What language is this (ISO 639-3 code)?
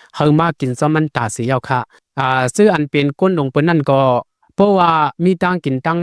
shn